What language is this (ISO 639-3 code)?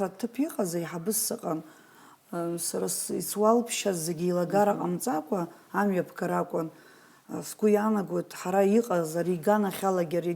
abk